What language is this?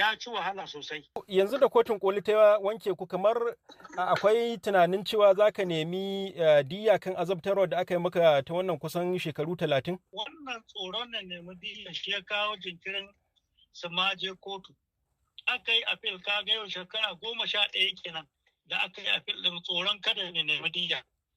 Hausa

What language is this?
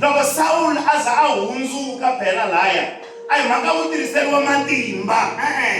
Tsonga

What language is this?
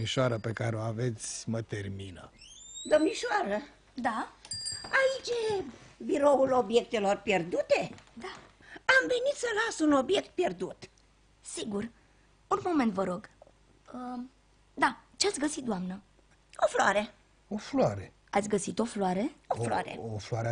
Romanian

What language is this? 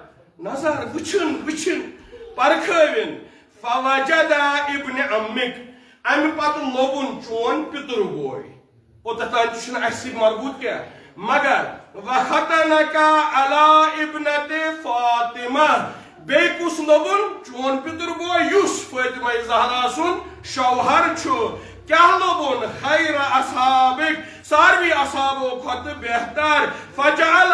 Kashmiri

